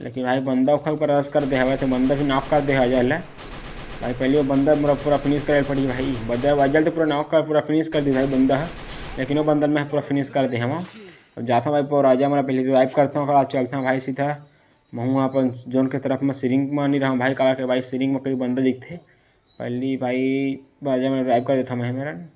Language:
Chhattisgarhi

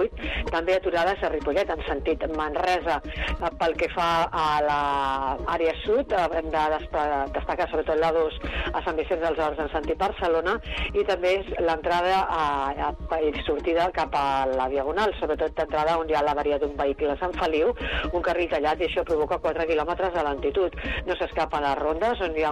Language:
Catalan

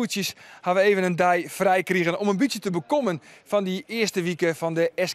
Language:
Western Frisian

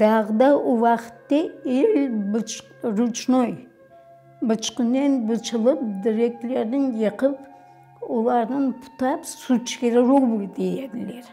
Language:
Crimean Tatar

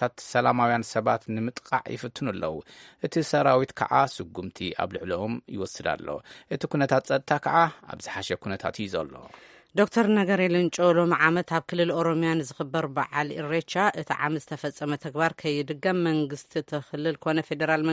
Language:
Tigrinya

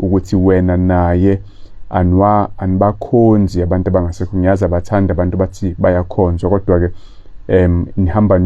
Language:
Zulu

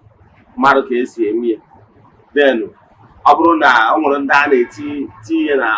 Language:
Igbo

